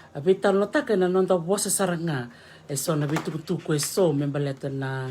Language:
Fijian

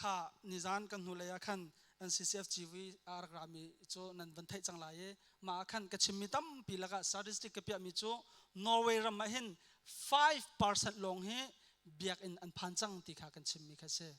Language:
Hakha Chin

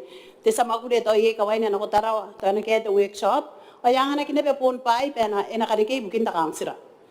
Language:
Gilbertese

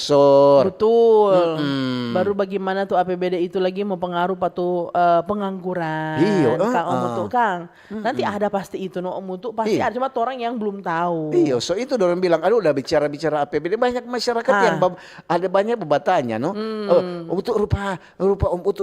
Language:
Manado Malay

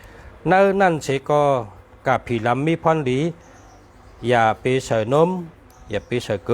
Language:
Shan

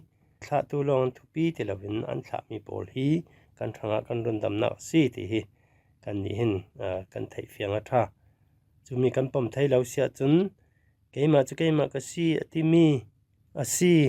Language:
Falam Chin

